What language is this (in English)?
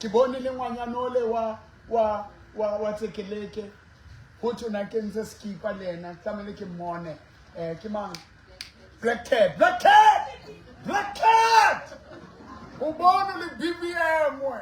Southern Sotho